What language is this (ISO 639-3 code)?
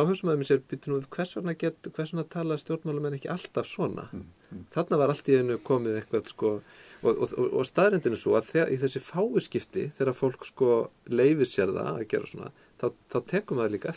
isl